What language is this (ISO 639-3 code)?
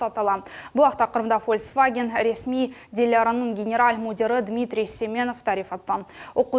crh